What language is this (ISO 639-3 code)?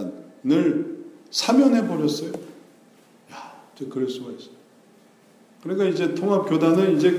kor